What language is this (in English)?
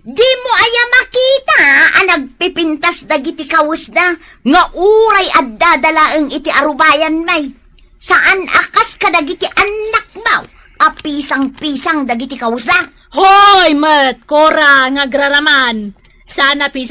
Iloko